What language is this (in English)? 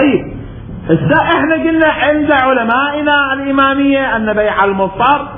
Mesopotamian Arabic